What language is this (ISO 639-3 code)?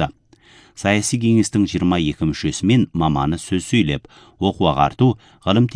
kaz